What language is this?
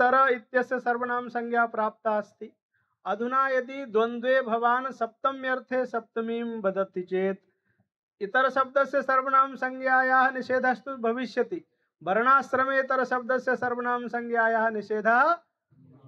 Sanskrit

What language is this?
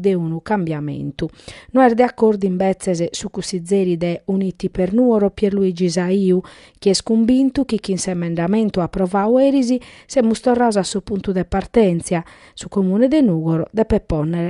Sardinian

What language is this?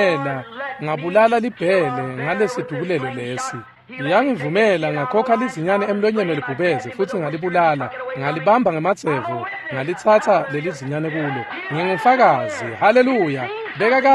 Swati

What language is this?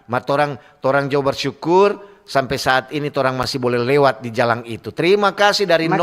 Manado Malay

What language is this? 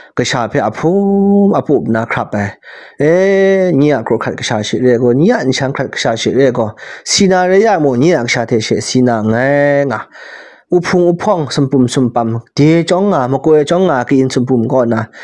Kachin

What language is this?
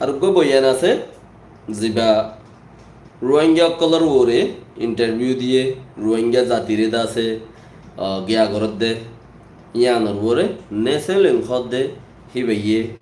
Rohingya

